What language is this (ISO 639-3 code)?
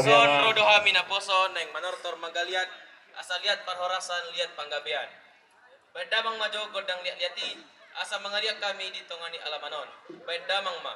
bbc